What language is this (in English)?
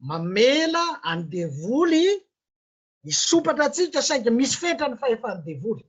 Malagasy